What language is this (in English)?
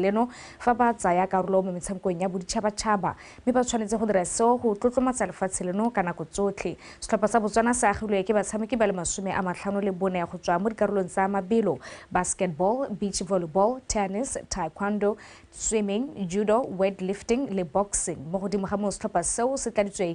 Tswana